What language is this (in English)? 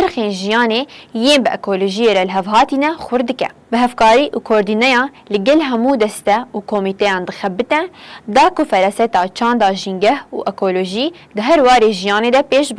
Kurdish